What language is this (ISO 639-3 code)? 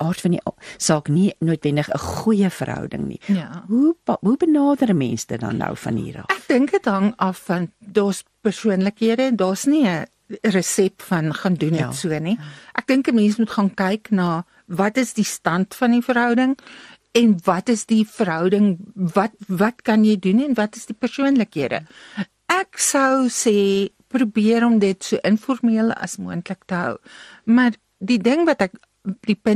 afr